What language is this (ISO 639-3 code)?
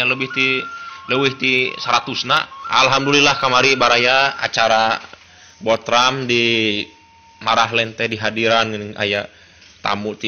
sun